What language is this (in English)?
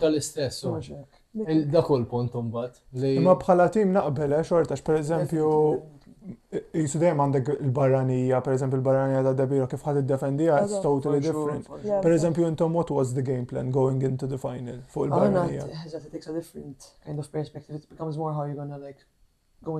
Maltese